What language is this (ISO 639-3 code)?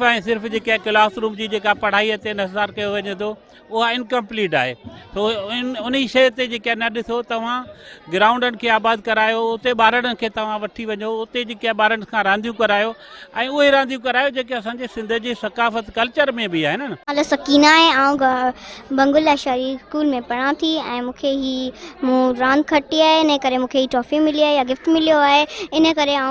snd